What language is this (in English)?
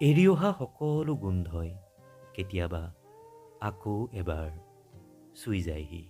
Assamese